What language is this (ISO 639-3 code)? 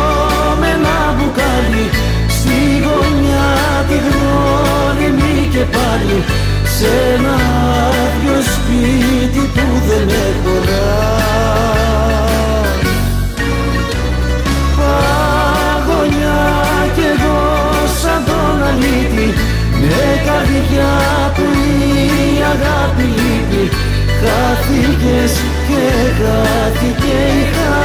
ell